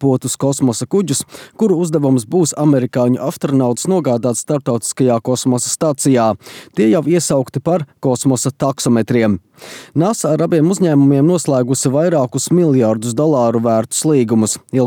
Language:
Latvian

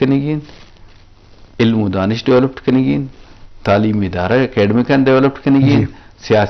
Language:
Eastern Balochi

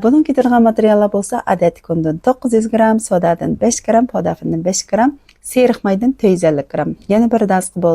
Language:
Uyghur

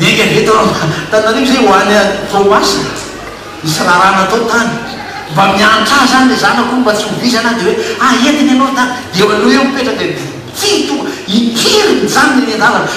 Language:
Malagasy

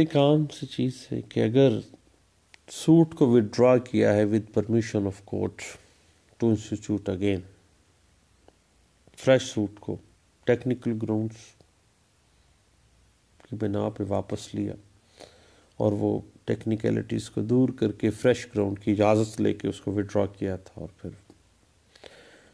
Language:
Urdu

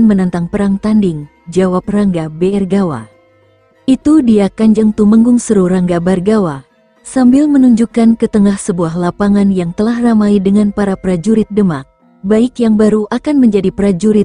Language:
Indonesian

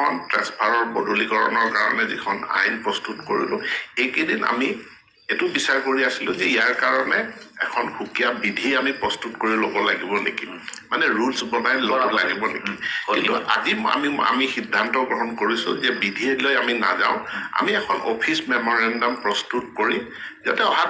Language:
Assamese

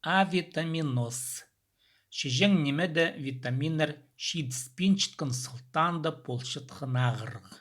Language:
Khakas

